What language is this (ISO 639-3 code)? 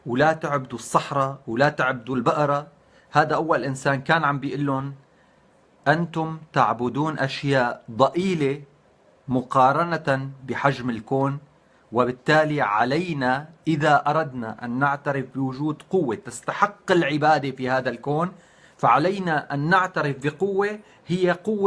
apc